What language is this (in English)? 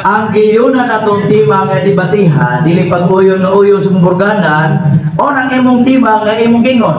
Cebuano